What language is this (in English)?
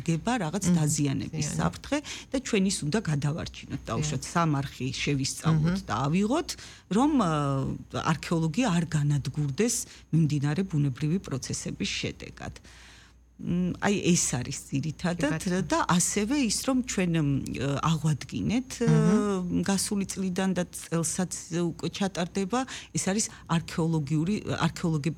Georgian